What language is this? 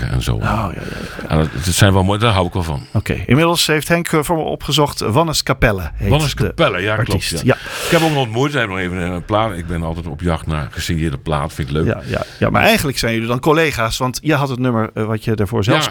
Dutch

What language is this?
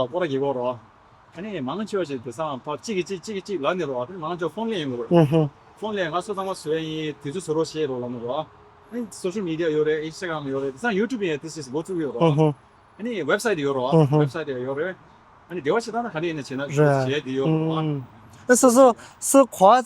Tibetan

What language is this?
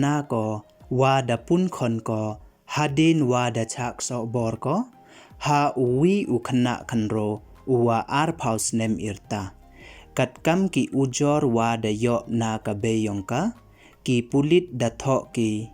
Pnar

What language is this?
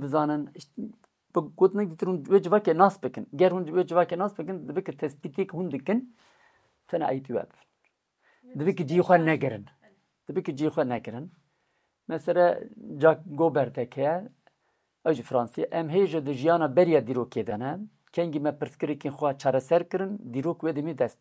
Kurdish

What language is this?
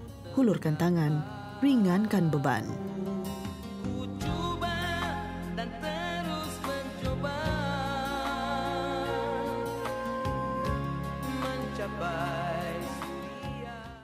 Malay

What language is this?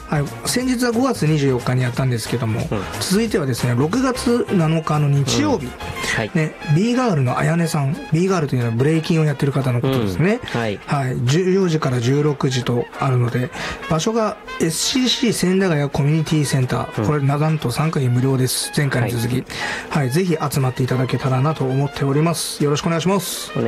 Japanese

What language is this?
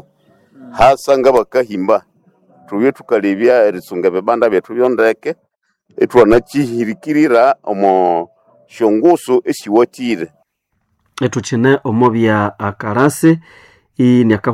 Nande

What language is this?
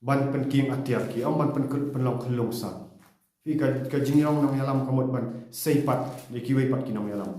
Khasi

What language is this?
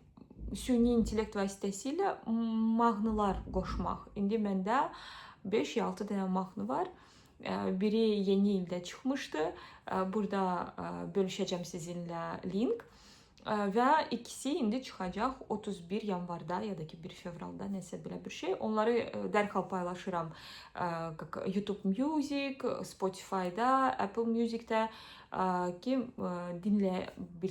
Azerbaijani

